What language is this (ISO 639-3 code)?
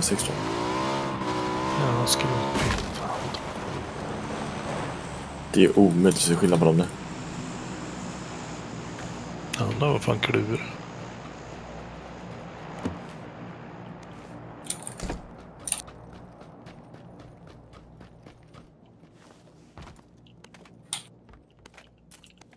swe